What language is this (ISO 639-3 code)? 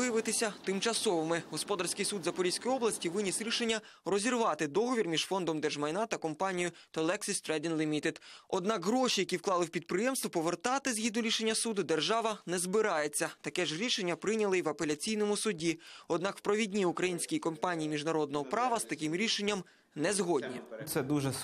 ukr